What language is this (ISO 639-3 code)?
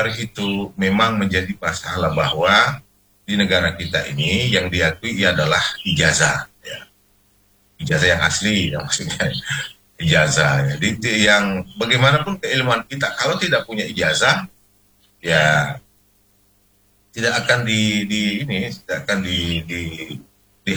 ind